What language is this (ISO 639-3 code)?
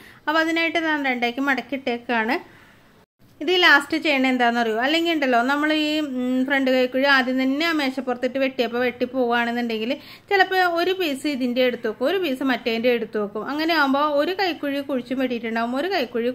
mal